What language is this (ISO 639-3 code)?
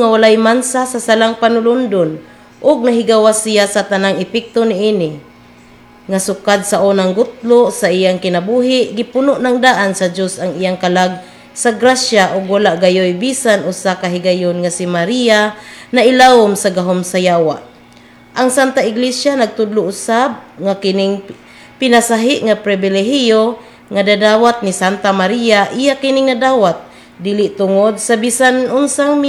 ceb